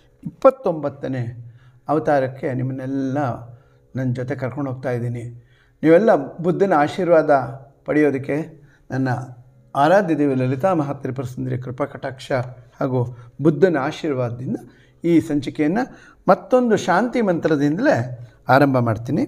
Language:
Kannada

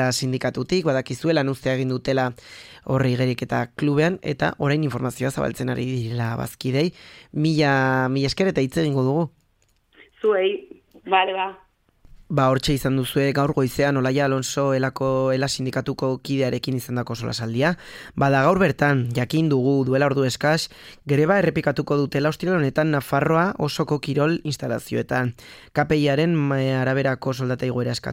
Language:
Basque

